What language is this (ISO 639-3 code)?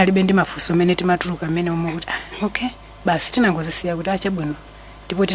nya